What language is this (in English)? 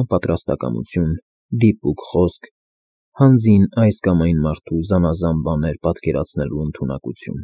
Armenian